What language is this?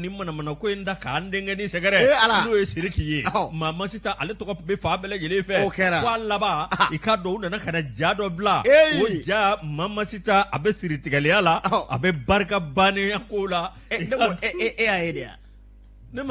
Bambara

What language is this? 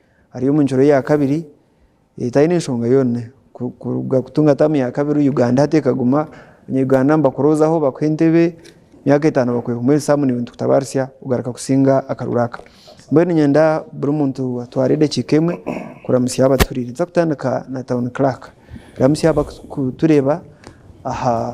Nyankole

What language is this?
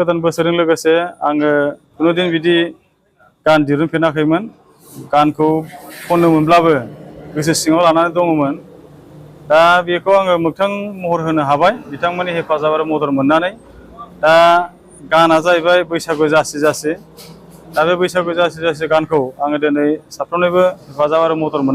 Bodo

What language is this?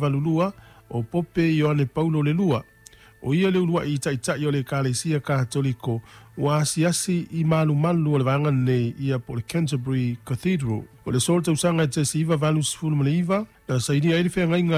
Samoan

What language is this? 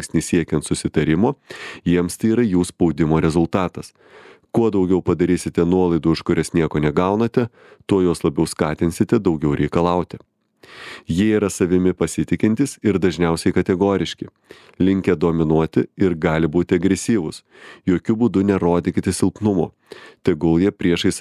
Lithuanian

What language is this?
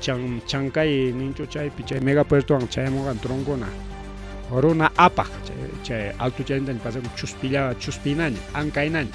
Ayacucho Quechua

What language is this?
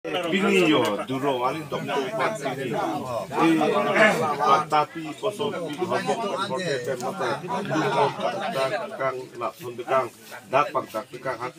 Karbi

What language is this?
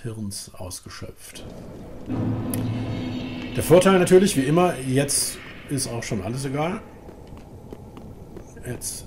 German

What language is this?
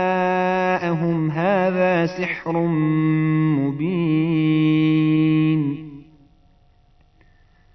Arabic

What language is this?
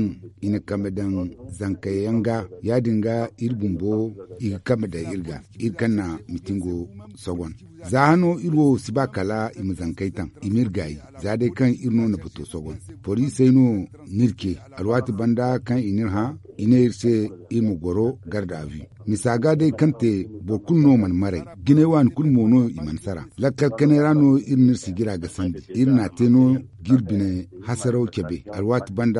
Zarma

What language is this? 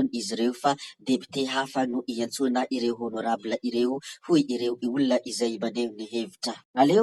Malagasy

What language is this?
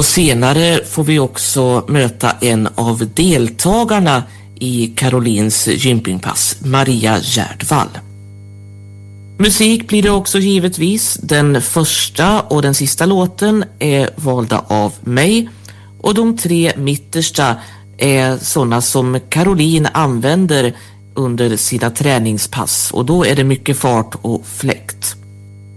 Swedish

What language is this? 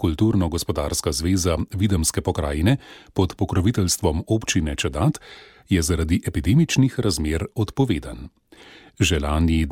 Slovenian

